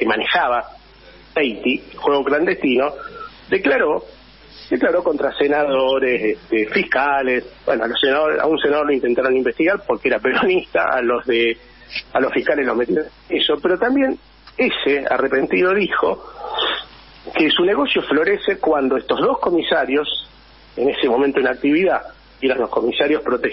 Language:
Spanish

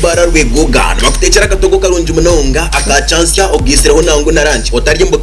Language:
Nyankole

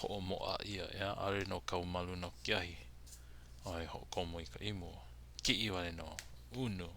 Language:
Hawaiian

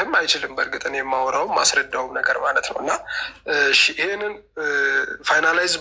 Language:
Amharic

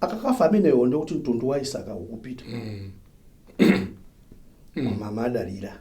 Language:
Nyanja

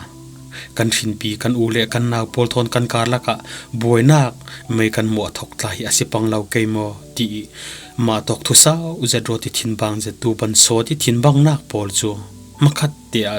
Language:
Falam Chin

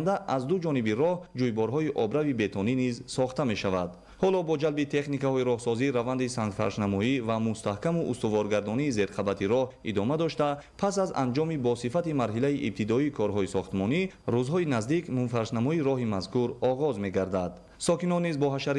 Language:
Tajik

